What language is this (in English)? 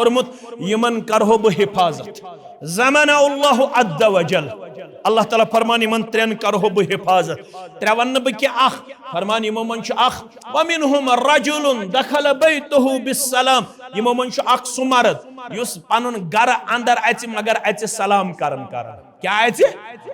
Kashmiri